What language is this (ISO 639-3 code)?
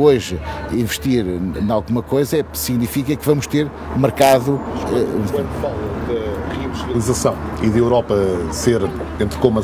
por